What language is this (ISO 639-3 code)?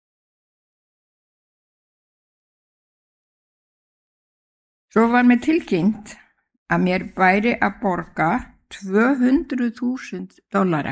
isl